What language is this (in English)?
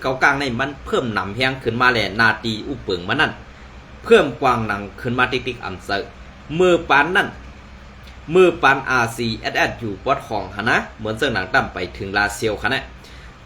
Shan